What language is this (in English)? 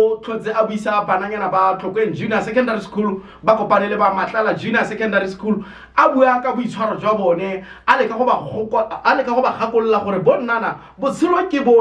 Tswana